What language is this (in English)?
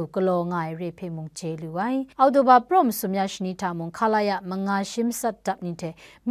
Kachin